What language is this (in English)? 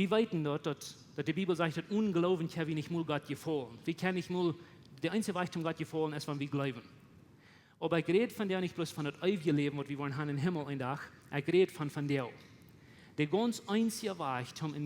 Plautdietsch